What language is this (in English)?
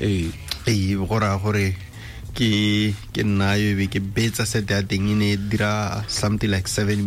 Tswana